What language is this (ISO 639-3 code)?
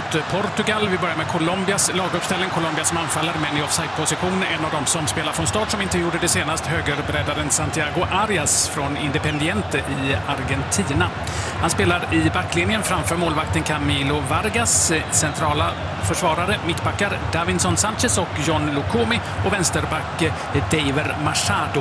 swe